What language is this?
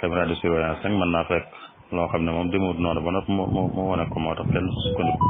Wolof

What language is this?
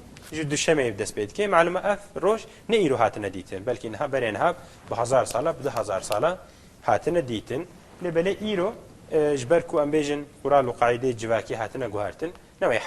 Kurdish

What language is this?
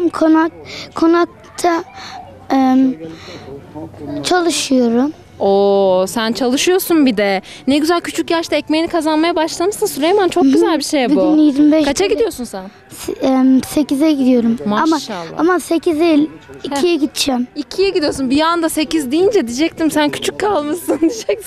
Turkish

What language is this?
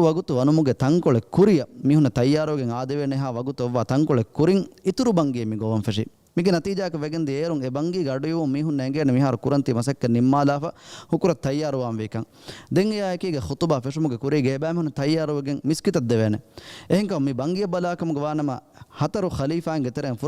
Divehi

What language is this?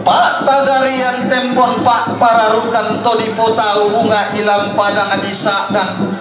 Toraja-Sa'dan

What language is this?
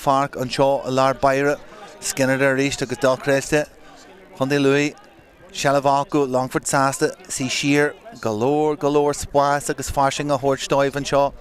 Irish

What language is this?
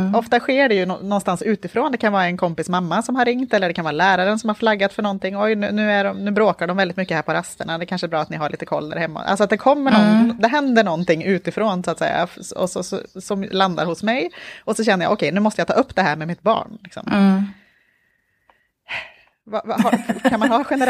Swedish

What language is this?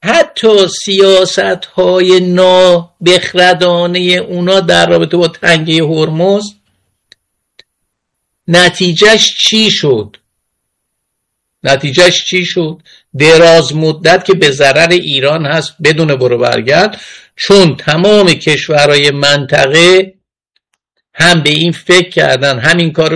Persian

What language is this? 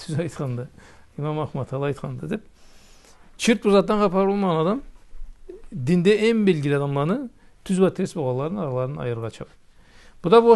Karachay-Balkar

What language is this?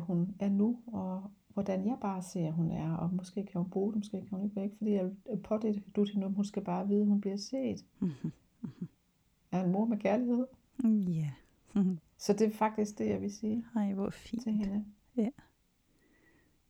Danish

